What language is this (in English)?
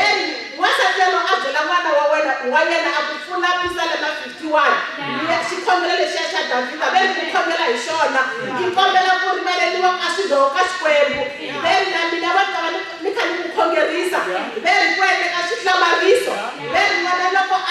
Tsonga